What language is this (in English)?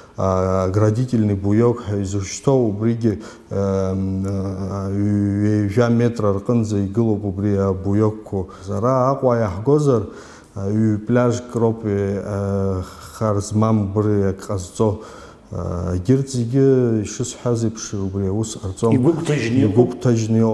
Abkhazian